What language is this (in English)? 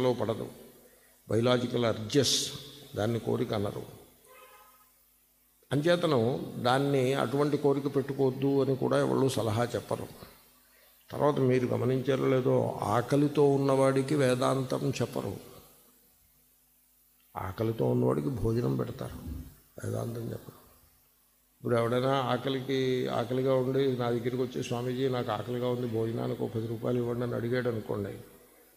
Telugu